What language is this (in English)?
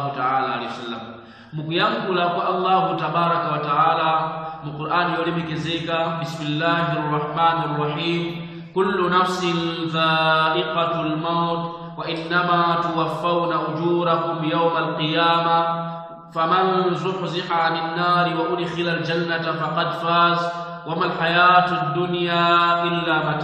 Nyanja